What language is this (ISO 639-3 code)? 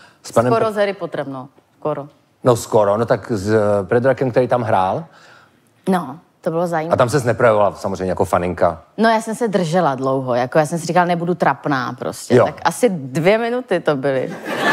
ces